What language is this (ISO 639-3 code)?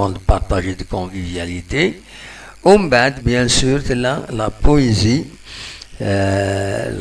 kab